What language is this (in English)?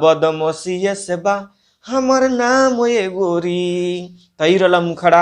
Bhojpuri